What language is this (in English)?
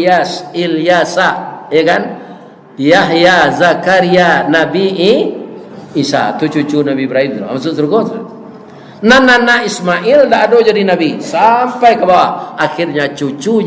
Minangkabau